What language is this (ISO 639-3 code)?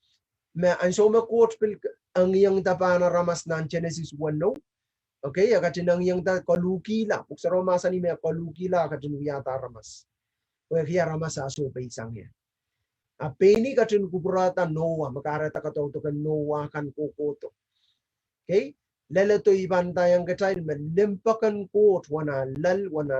pon